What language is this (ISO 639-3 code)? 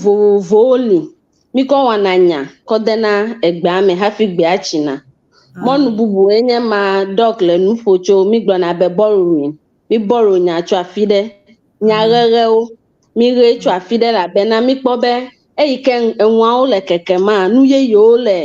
ewe